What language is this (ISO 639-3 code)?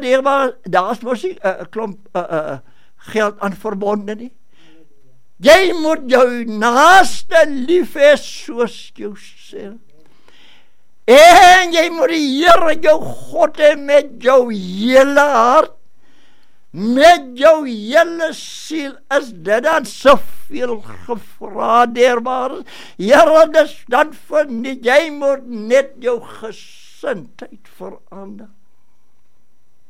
afr